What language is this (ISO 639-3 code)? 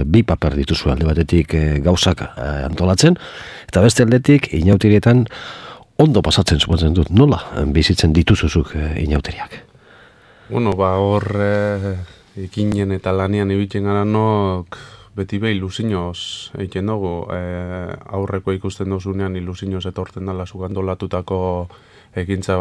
eus